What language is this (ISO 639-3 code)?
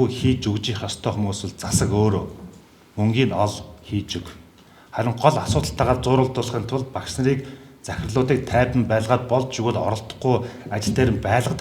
mon